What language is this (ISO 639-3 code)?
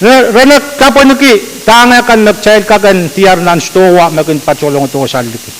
pon